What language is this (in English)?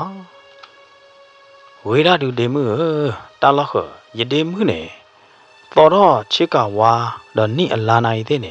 S'gaw Karen